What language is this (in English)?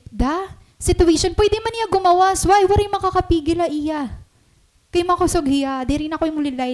Waray